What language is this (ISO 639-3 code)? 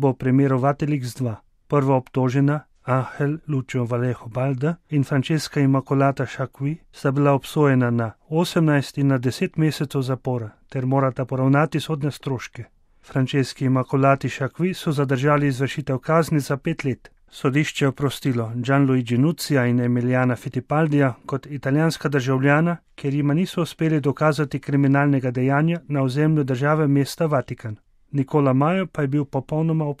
slv